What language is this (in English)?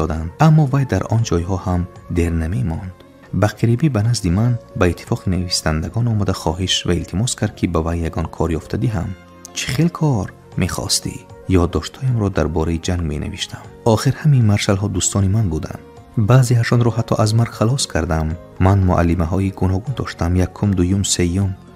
Tajik